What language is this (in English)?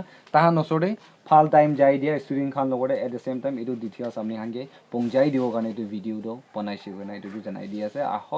Naga Pidgin